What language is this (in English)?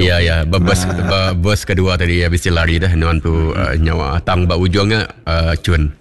Iban